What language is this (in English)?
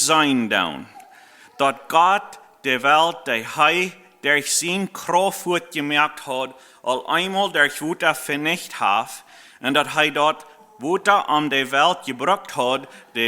Plautdietsch